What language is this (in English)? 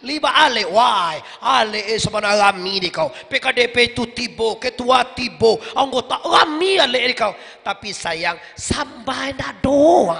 Minangkabau